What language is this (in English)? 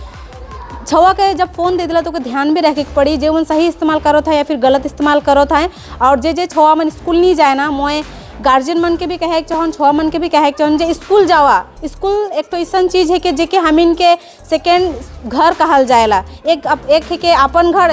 Sadri